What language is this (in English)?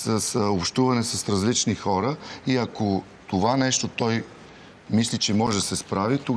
Bulgarian